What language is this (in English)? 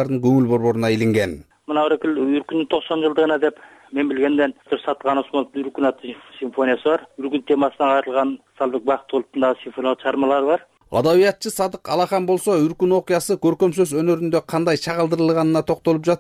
Kyrgyz